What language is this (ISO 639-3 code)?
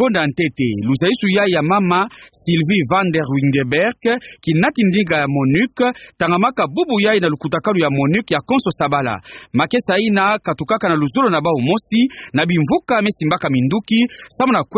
ktu